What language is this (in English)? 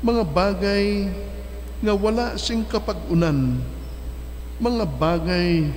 Hiligaynon